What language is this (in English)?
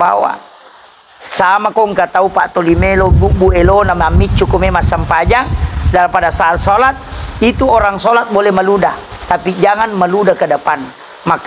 Buginese